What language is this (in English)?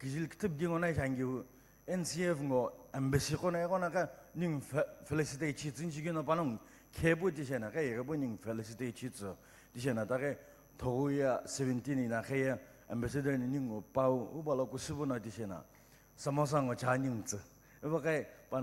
Sumi Naga